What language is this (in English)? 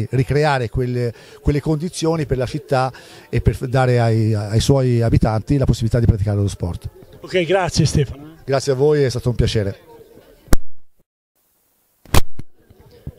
Italian